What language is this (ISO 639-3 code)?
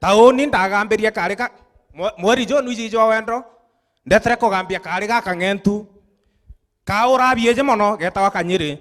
mer